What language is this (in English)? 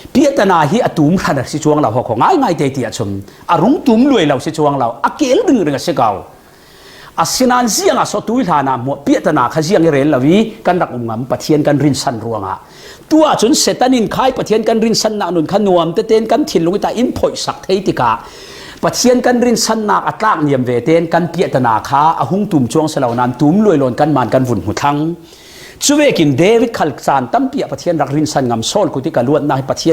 Falam Chin